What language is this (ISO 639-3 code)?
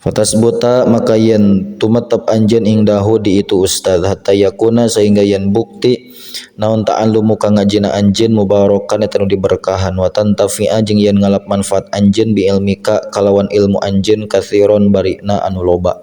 sun